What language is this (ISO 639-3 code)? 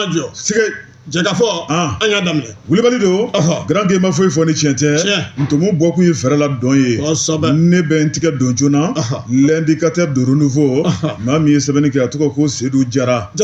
bam